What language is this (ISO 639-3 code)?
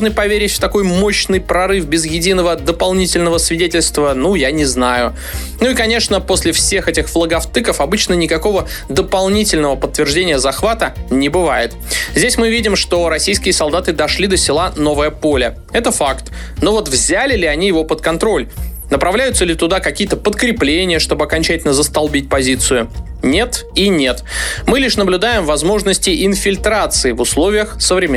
rus